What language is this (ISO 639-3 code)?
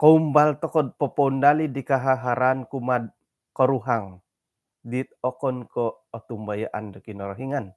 dtp